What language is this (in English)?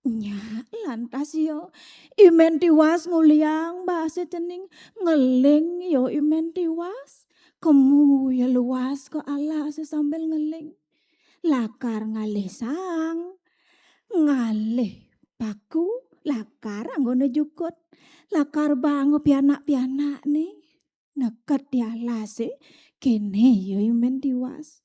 Balinese